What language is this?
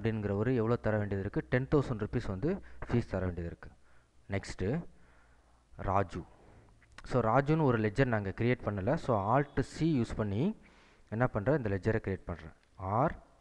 Tamil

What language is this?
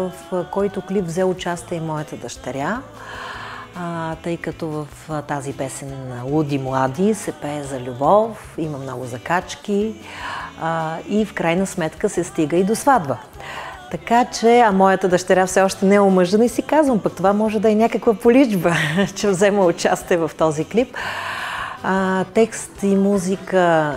Bulgarian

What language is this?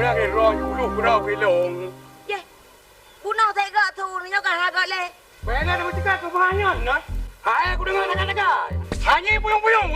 Achinese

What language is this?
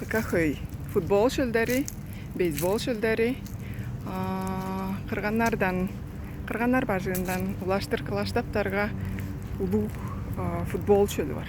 Tuvinian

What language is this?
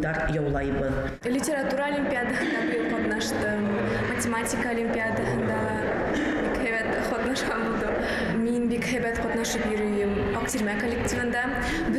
Bashkir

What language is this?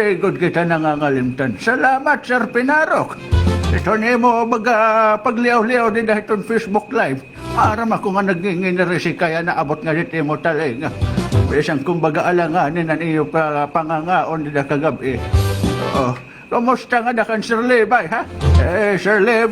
Waray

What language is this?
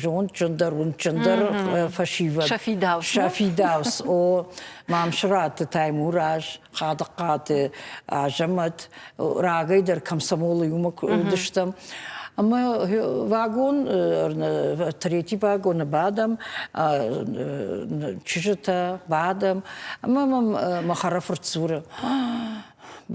Ossetic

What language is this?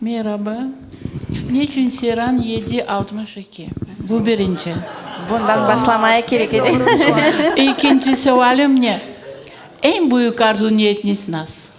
Crimean Tatar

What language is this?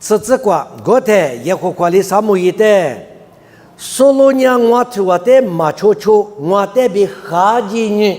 Lisu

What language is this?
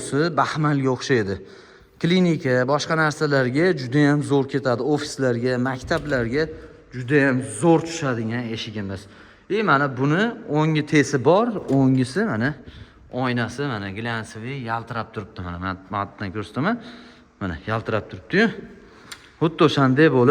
Uzbek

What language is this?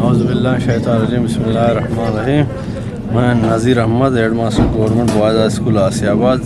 Eastern Balochi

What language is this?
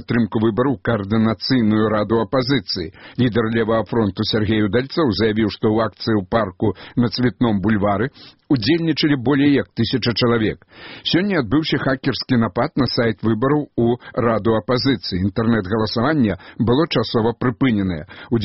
Belarusian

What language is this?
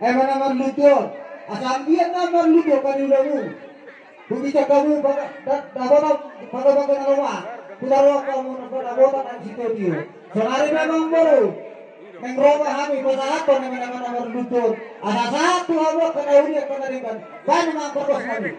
Batak Toba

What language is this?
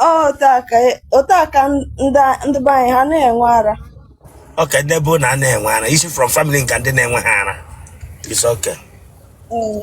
Igbo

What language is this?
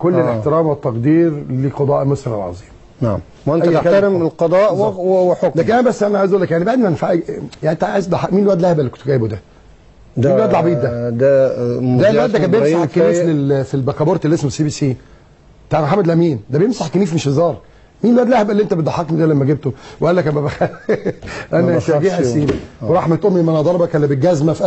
Egyptian Arabic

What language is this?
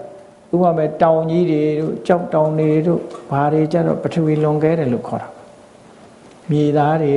Burmese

